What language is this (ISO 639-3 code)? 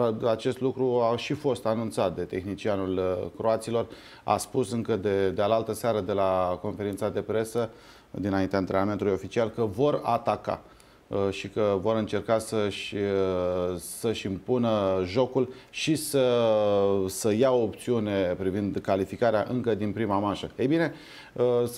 ron